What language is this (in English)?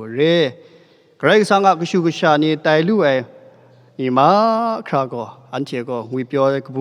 Kachin